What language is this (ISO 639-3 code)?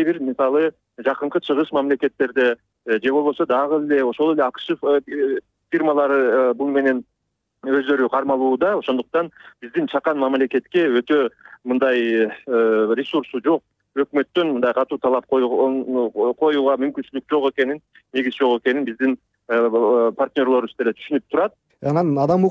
kir